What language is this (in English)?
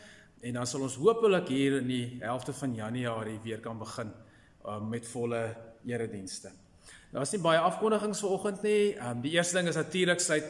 Afrikaans